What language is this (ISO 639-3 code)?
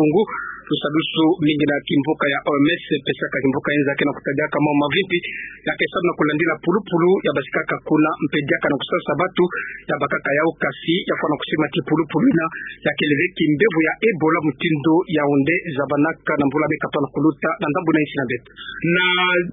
ktu